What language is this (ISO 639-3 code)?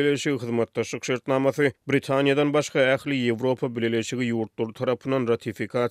tuk